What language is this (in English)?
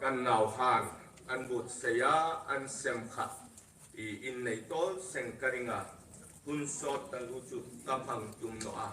Hmar